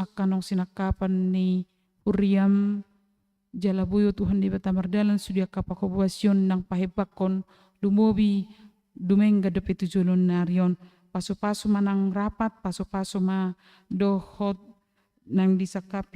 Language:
Batak Toba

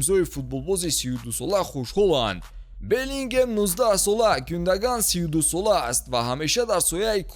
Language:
Tajik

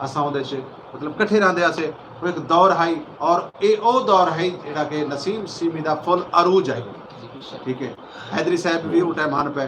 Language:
Saraiki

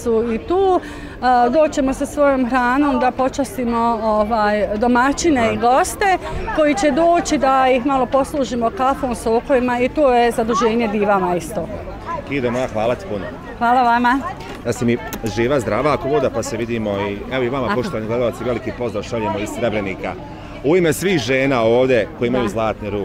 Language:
Bosnian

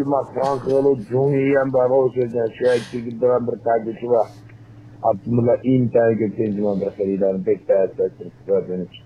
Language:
Uyghur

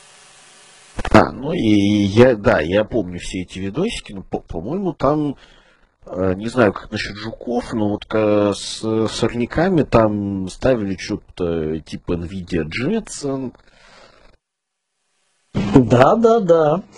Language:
Russian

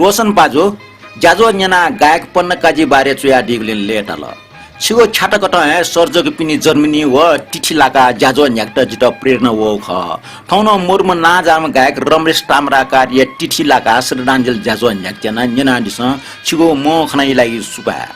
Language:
Newari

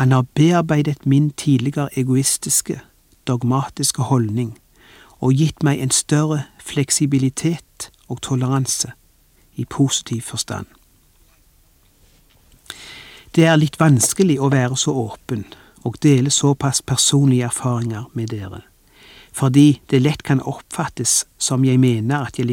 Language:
Norwegian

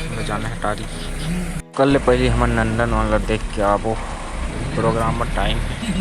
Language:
Chhattisgarhi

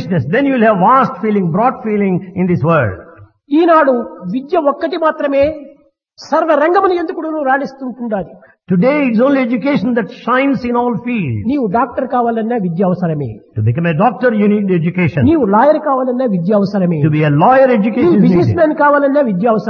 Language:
Telugu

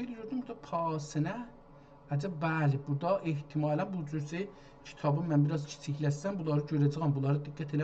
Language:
South Azerbaijani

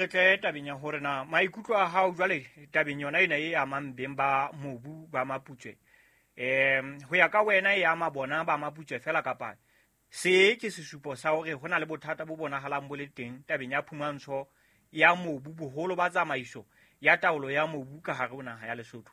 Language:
Southern Sotho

